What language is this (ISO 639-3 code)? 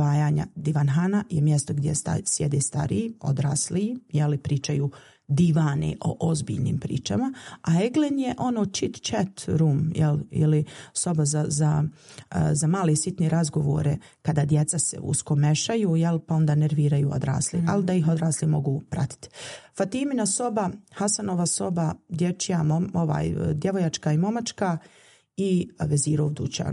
bos